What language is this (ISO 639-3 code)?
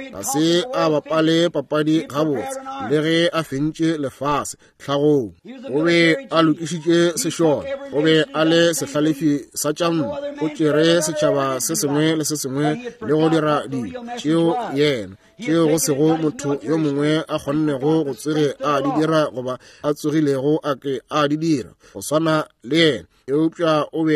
nso